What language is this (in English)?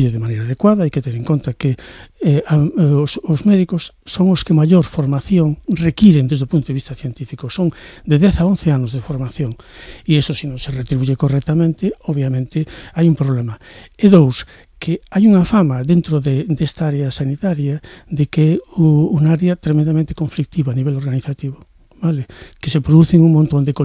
Galician